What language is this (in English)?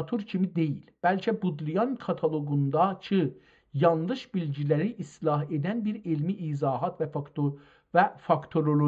South Azerbaijani